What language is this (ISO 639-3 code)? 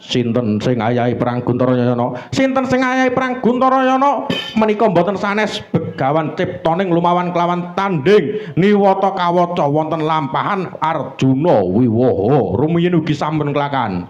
jav